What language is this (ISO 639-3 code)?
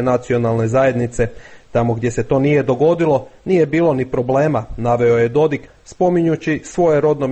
hrv